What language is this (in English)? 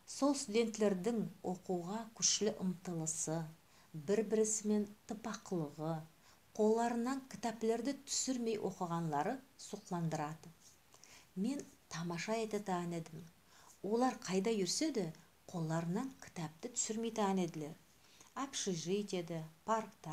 Nogai